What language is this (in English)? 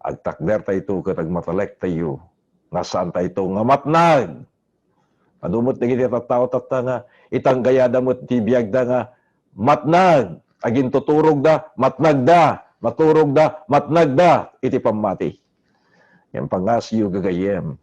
Iloko